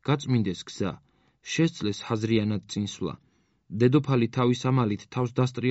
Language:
Georgian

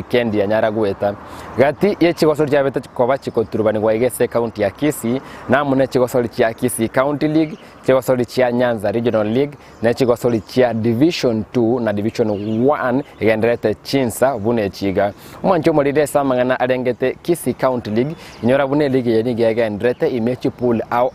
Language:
Gusii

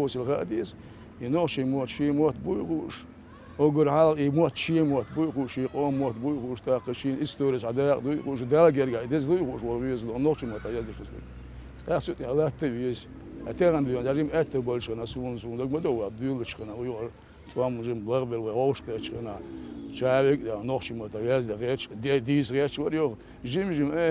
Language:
Chechen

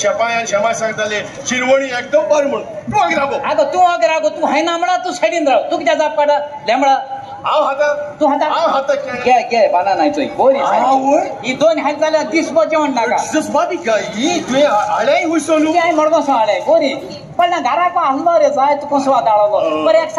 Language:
Konkani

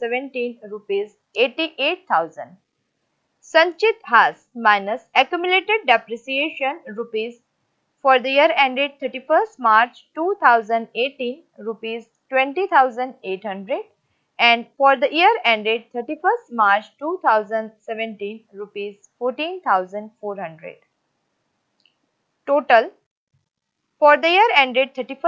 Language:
Hindi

